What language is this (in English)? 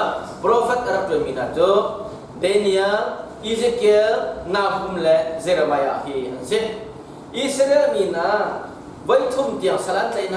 Hakha Chin